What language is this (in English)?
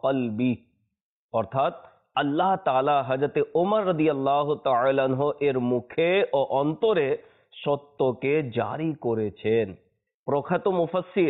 Bangla